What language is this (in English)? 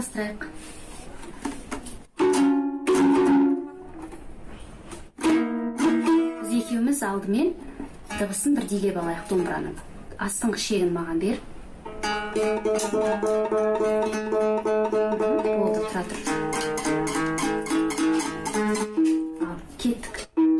Kazakh